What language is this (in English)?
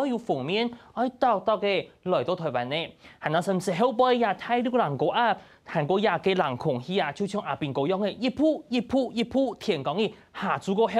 Hakka Chinese